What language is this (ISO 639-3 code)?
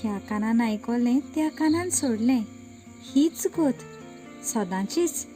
kok